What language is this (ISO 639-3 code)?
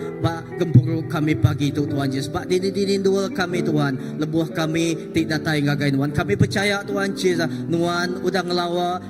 iba